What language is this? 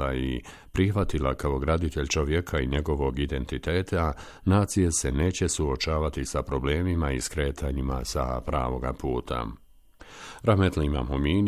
Bosnian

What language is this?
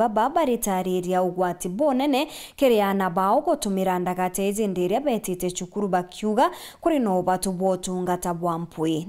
Meru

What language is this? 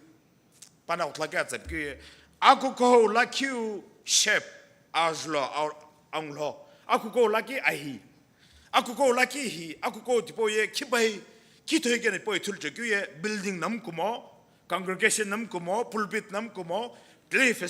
Sumi Naga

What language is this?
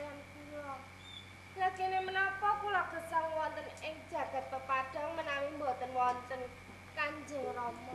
Javanese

